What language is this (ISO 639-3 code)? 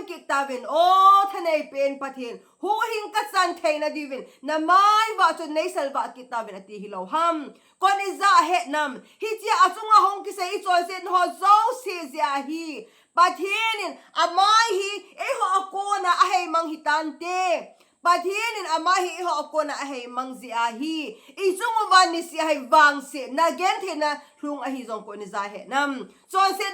tcz